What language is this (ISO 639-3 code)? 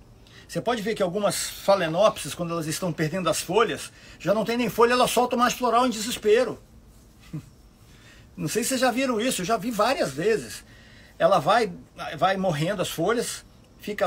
por